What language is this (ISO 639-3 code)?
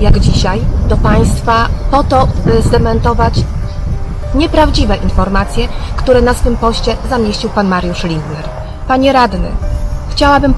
pol